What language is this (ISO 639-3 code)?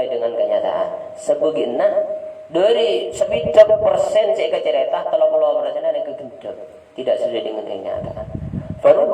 mad